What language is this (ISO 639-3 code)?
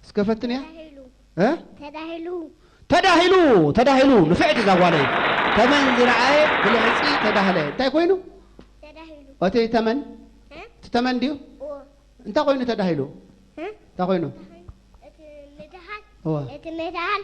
tir